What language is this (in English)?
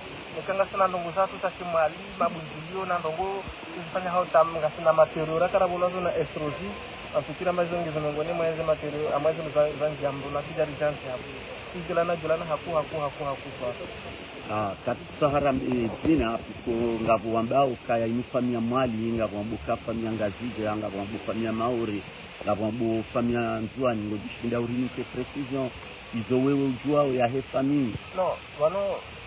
Ngazidja Comorian